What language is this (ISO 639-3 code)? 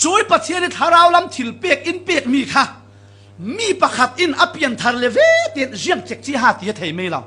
cfm